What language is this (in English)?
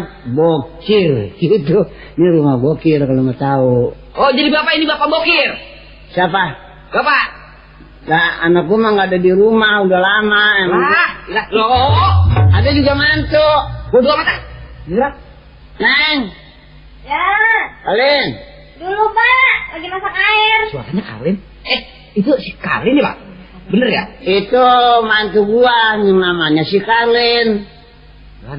Betawi